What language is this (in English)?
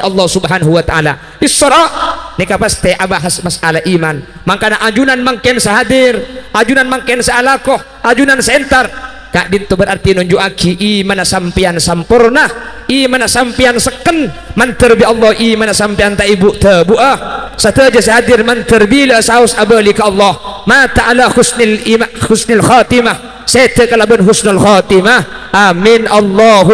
Madurese